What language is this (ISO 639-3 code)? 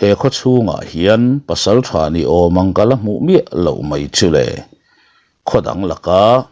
lus